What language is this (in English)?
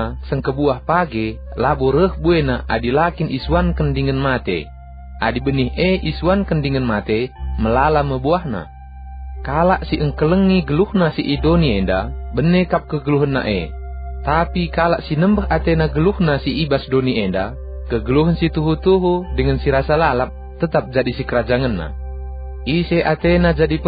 Batak Karo